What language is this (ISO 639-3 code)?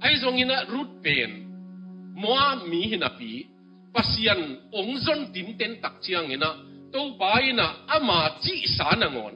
ctd